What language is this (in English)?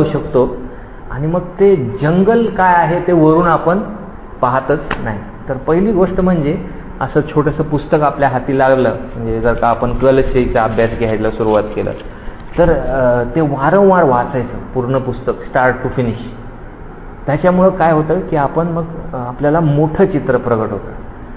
Marathi